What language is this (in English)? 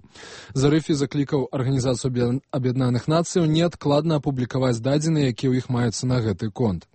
Belarusian